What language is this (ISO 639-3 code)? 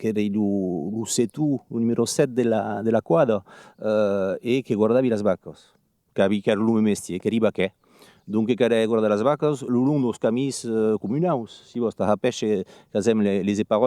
oci